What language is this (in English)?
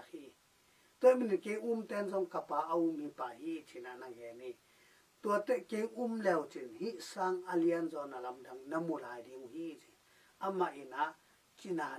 Tedim Chin